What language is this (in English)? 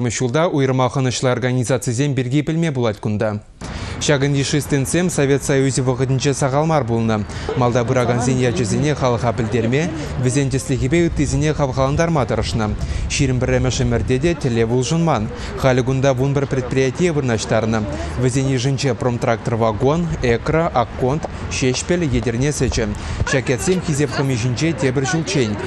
Chuvash